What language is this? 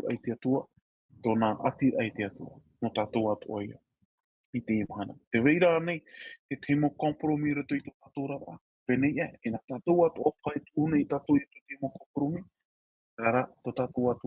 Tahitian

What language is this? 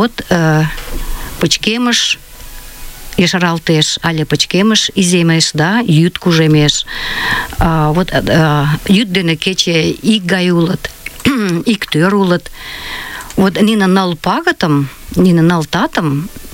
Mari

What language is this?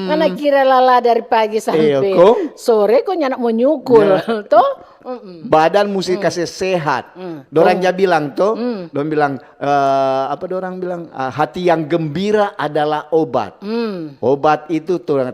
Manado Malay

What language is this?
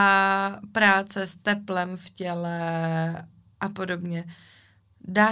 Czech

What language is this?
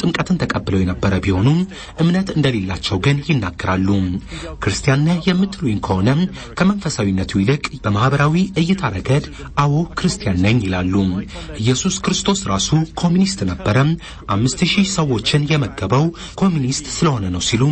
Amharic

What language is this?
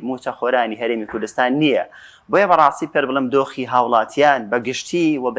Central Kurdish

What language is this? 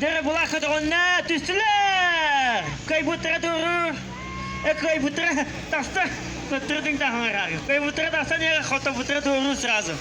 Yakut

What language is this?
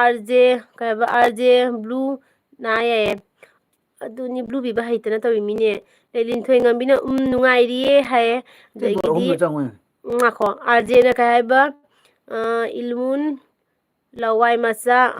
Manipuri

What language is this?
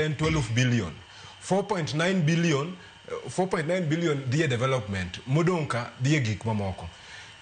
Luo (Kenya and Tanzania)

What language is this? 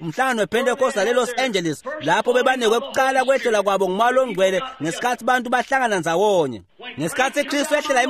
Swati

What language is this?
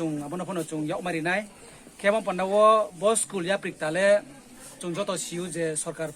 Riang (India)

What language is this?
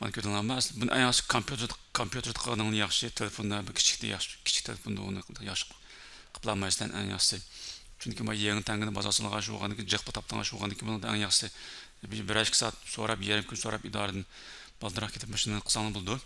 Uyghur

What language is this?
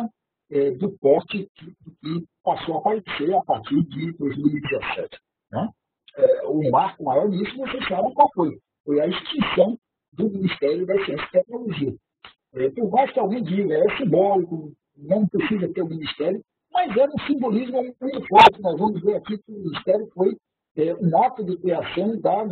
Portuguese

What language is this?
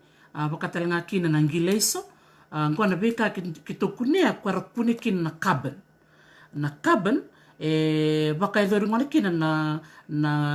Fijian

